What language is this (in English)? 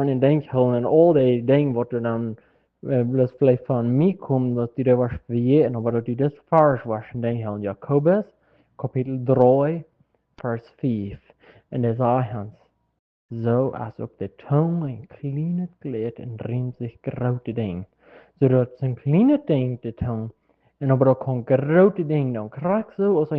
Plautdietsch